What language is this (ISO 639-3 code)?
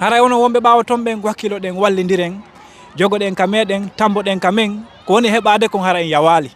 ful